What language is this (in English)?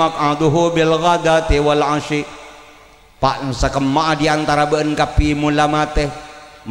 Madurese